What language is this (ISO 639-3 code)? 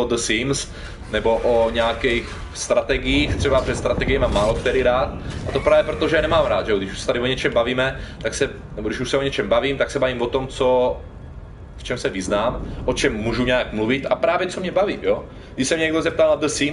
ces